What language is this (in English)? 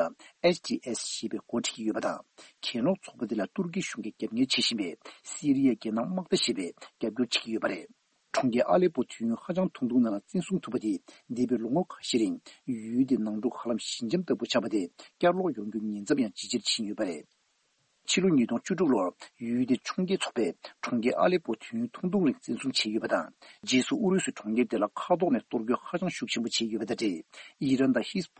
Tibetan